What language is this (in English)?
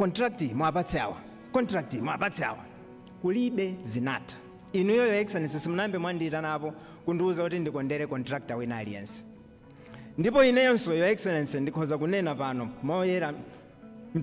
Nyanja